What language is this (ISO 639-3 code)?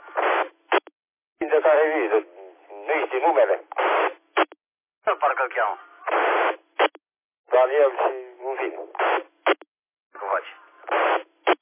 ron